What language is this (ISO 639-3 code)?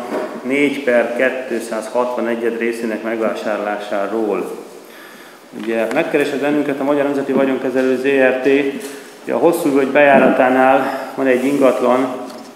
hun